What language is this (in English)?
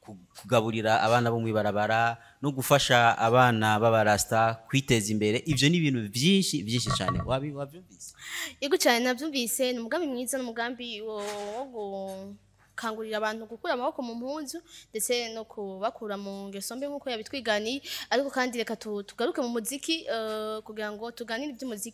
Rundi